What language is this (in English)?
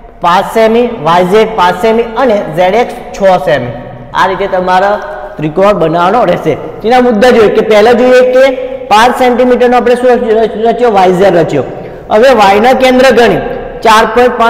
Gujarati